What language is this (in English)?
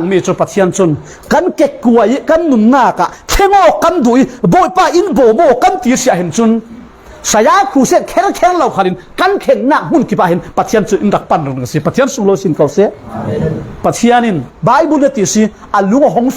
Falam Chin